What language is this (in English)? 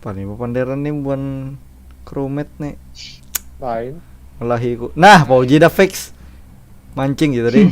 Banjar